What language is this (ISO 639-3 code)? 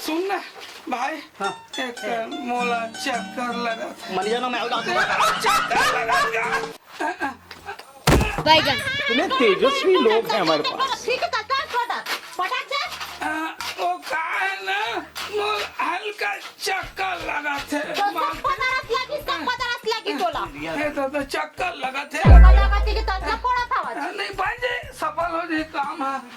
hne